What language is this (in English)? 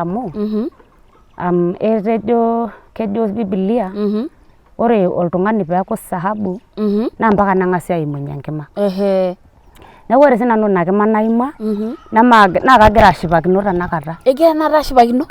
Masai